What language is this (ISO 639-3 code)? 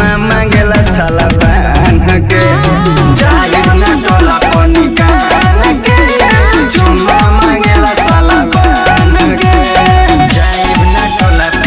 bho